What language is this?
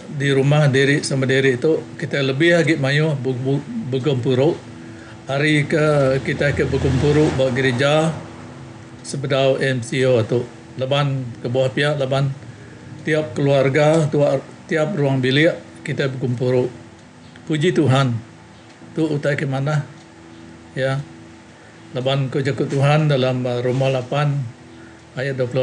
Iban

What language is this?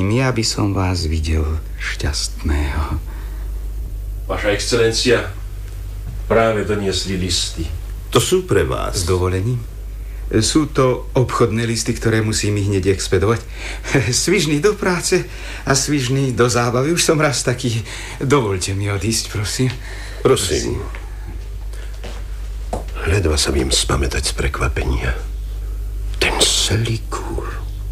Slovak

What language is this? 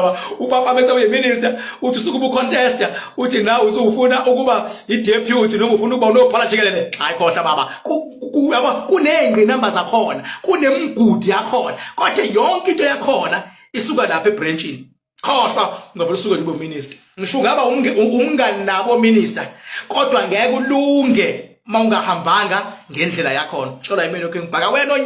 Zulu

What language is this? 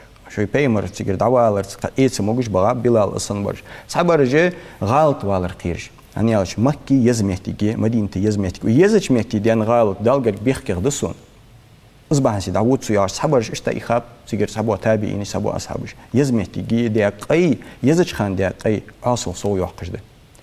Ingush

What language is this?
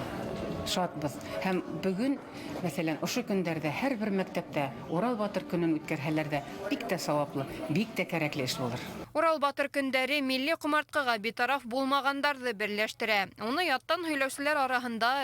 Bashkir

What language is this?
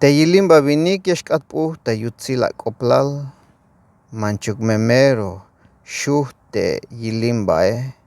Tzeltal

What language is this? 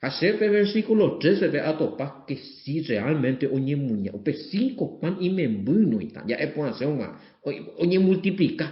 Guarani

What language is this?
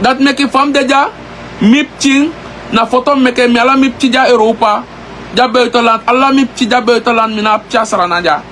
Sranan Tongo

